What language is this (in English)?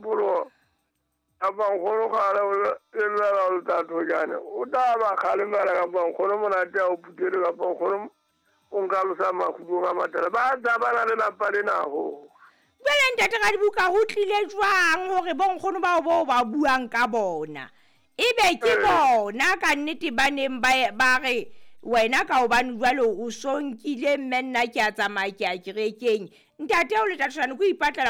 Southern Sotho